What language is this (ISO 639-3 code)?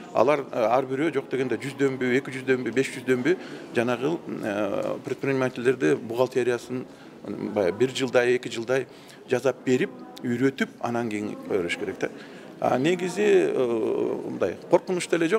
kir